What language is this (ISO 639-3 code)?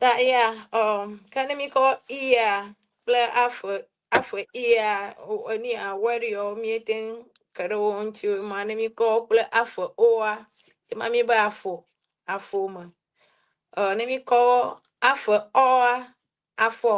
ewe